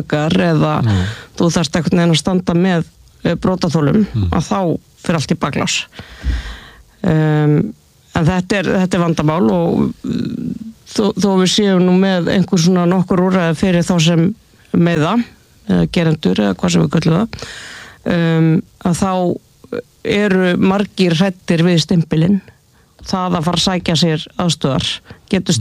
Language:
Icelandic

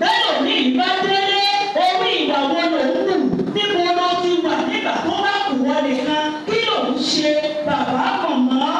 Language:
Yoruba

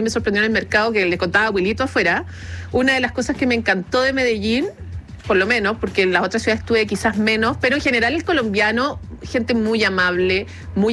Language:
Spanish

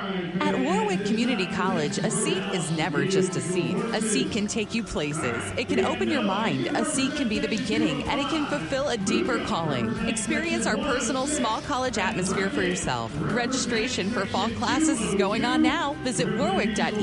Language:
English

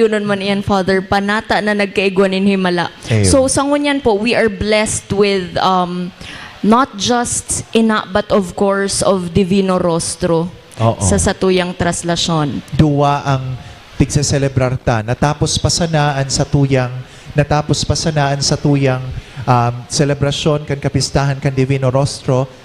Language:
Bikol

